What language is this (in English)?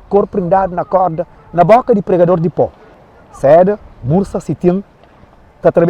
Kabuverdianu